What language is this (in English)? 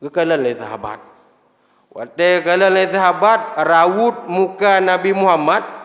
Achinese